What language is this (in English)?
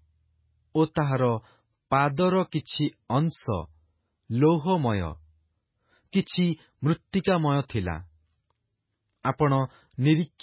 Odia